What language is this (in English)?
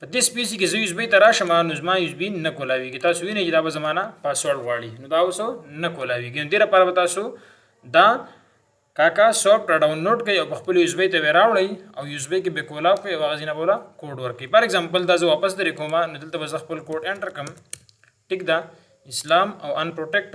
Pashto